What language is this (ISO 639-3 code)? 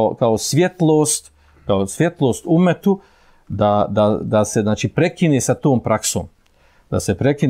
bos